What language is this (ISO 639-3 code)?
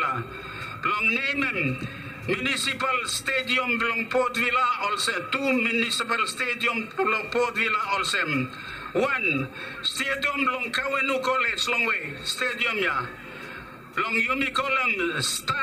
bis